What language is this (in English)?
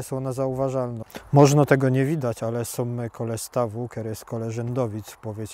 Silesian